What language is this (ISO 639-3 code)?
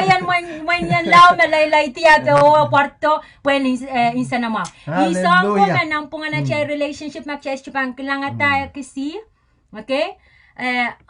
pon